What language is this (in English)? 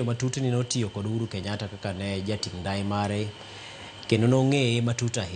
Luo (Kenya and Tanzania)